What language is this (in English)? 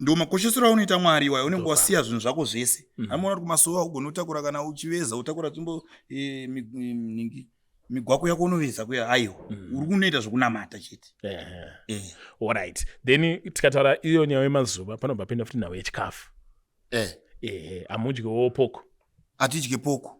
Shona